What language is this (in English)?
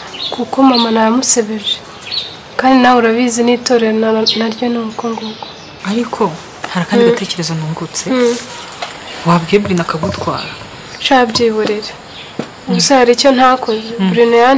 Kinyarwanda